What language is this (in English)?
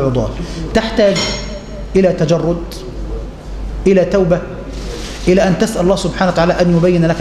Arabic